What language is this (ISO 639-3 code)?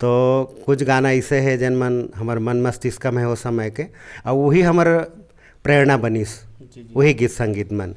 hne